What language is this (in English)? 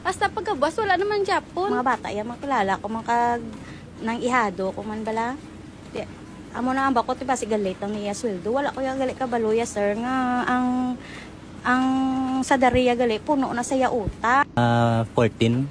Hiligaynon